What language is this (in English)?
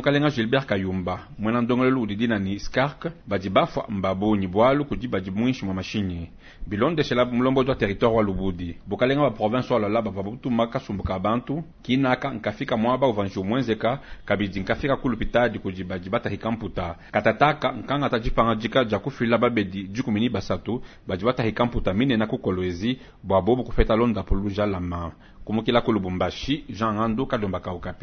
Luba-Lulua